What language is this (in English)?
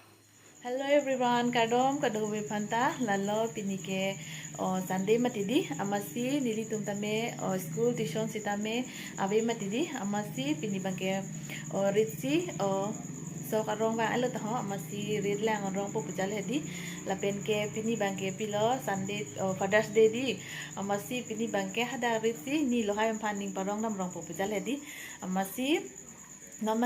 Karbi